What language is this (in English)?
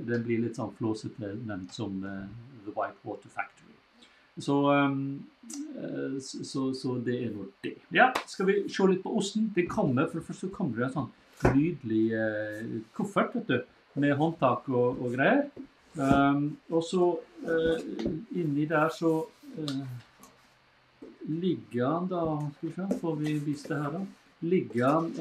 Norwegian